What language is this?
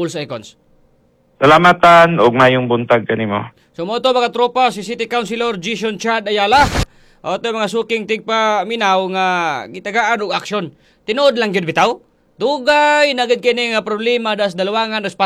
Cebuano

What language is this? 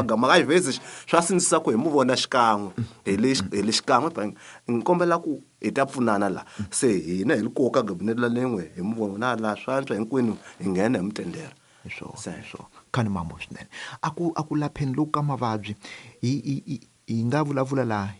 Tsonga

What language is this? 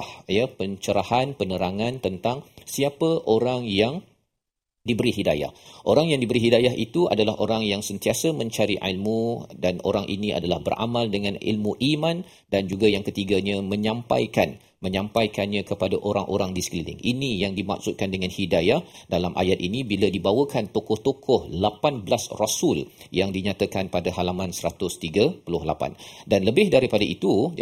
Malay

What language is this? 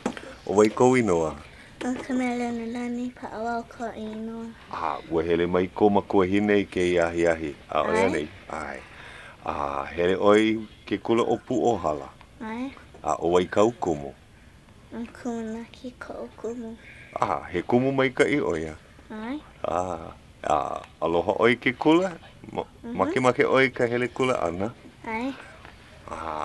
Hawaiian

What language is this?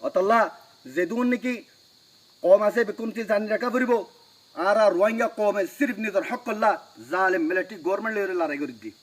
Rohingya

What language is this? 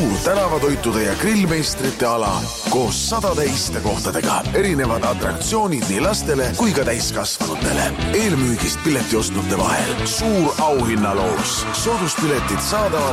Estonian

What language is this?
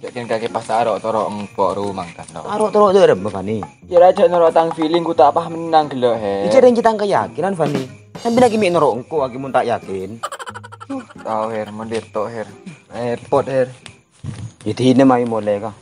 Madurese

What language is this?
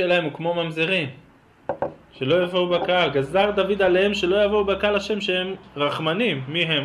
Hebrew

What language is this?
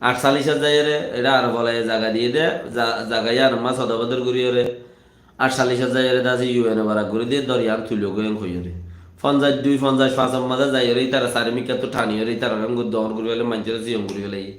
Rohingya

